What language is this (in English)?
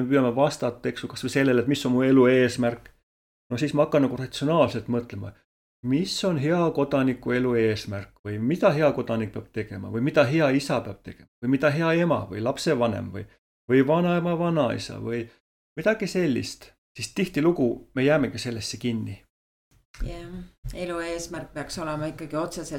Estonian